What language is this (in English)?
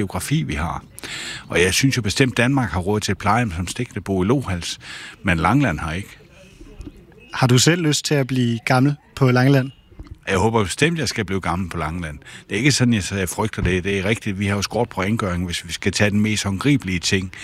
Danish